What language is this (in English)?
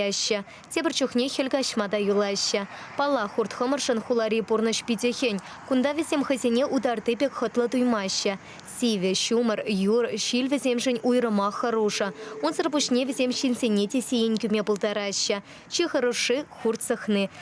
Chuvash